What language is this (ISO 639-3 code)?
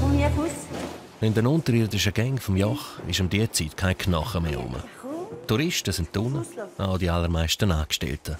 gsw